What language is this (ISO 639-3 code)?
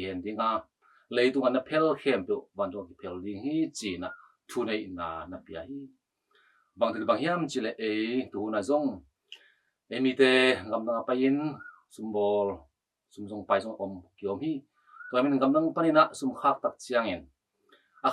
ctd